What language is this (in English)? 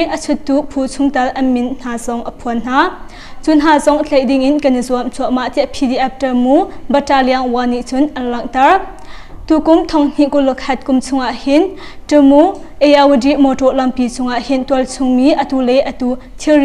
Hakha Chin